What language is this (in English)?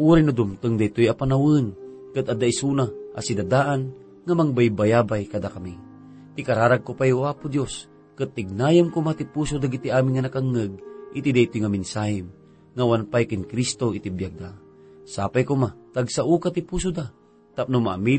Iloko